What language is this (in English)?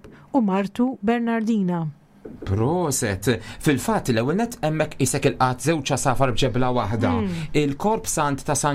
Maltese